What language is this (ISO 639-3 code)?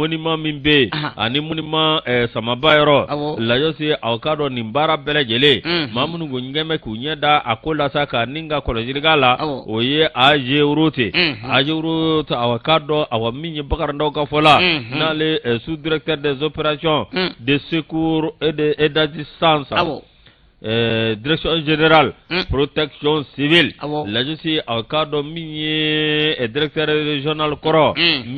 bam